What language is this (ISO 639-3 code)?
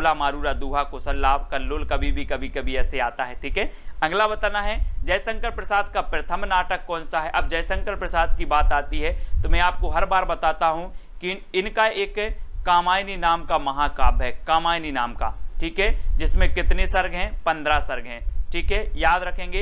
hin